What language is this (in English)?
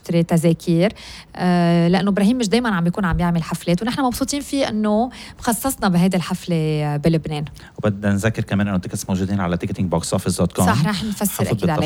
North Levantine Arabic